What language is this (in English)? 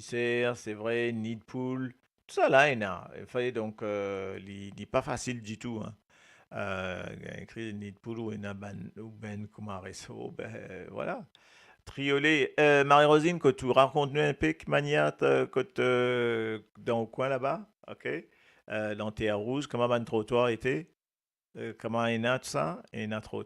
Morisyen